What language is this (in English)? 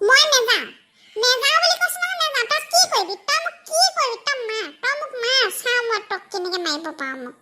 Assamese